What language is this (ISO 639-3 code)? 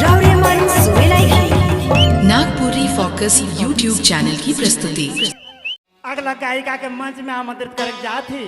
sck